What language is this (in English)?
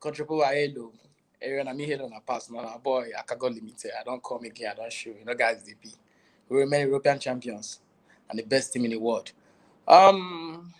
Nigerian Pidgin